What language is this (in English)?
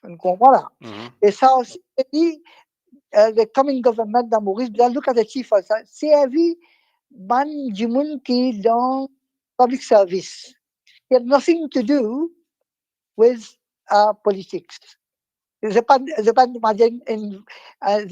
Morisyen